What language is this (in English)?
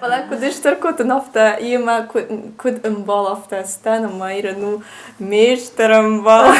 Ossetic